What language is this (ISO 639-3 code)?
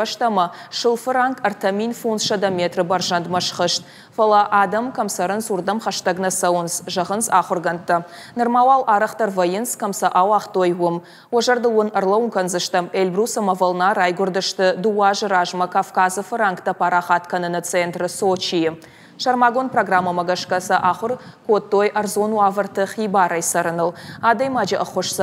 oss